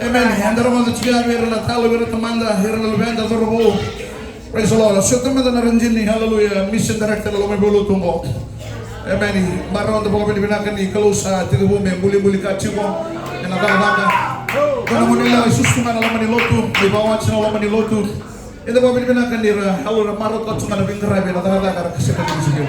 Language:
Fijian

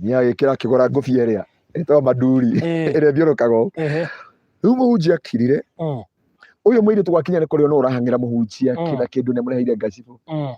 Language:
Kikuyu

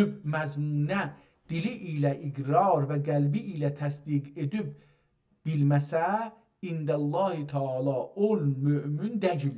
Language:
South Azerbaijani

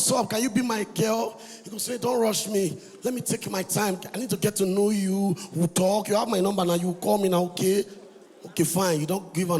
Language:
Nigerian Pidgin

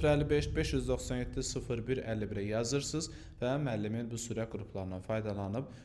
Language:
Azerbaijani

